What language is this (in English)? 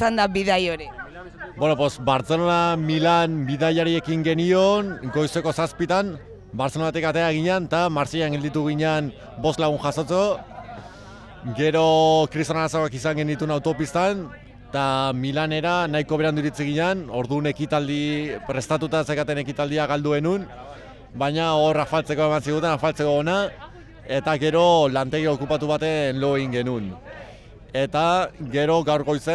Basque